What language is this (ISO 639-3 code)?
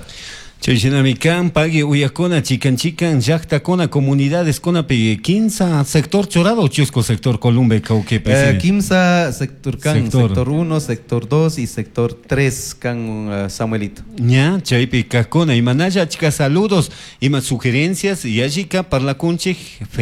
qug